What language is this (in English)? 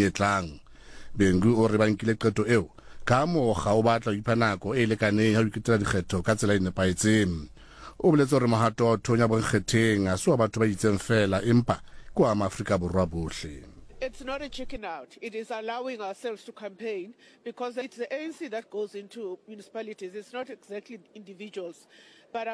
Southern Sotho